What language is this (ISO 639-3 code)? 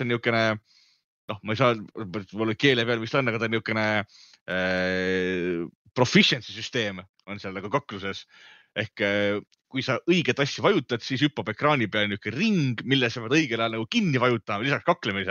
est